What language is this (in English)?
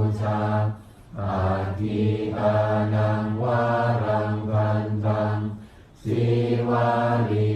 Pali